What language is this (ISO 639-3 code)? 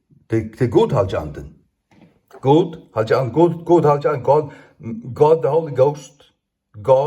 fao